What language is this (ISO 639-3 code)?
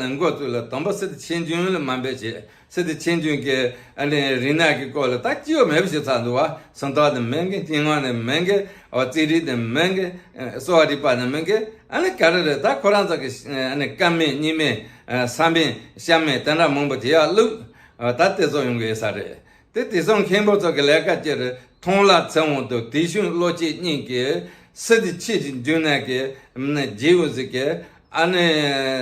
bod